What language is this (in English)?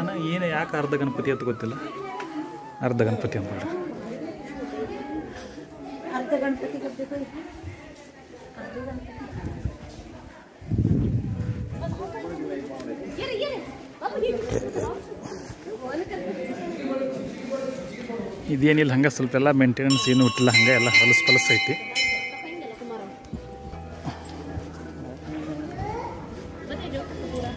Kannada